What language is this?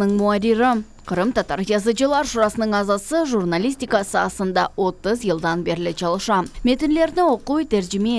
Crimean Tatar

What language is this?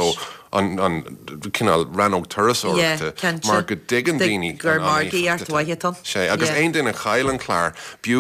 Irish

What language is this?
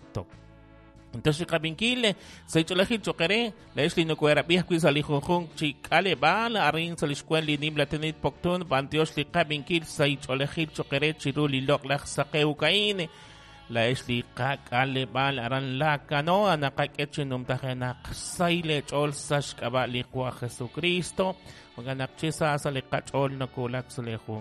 Kekchí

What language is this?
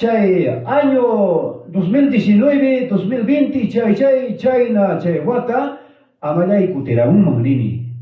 Ayacucho Quechua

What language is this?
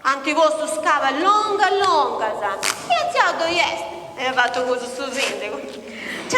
Sardinian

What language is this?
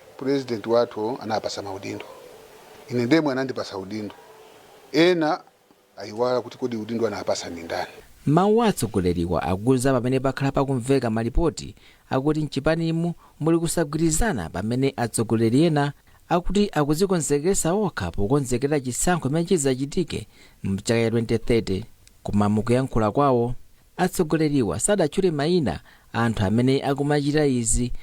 Nyanja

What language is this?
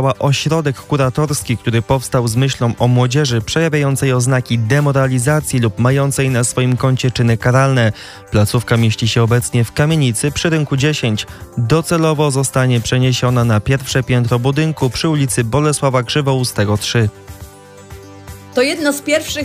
Polish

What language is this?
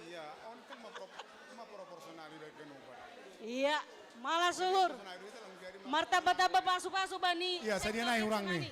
Batak Simalungun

